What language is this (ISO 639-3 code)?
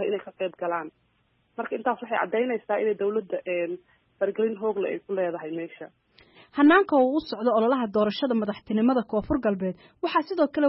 som